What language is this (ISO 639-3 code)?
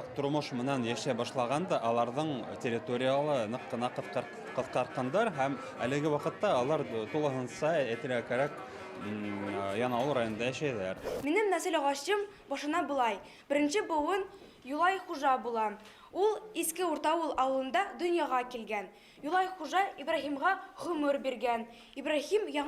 bak